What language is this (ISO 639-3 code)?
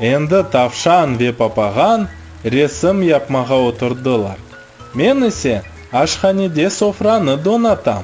crh